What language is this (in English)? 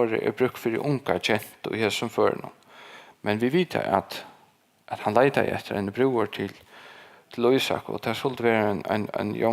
Faroese